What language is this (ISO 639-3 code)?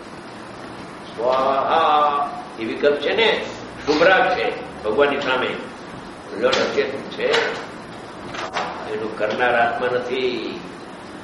guj